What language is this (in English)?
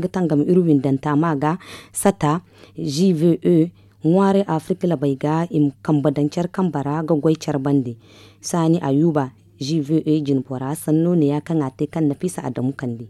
Zarma